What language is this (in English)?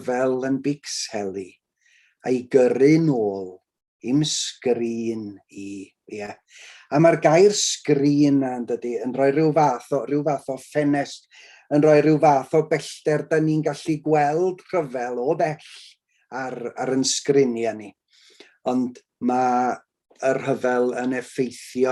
Welsh